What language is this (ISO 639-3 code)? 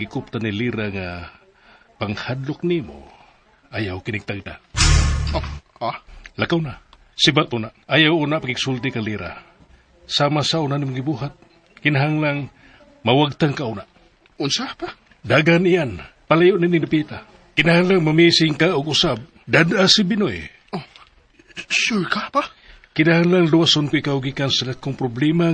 ceb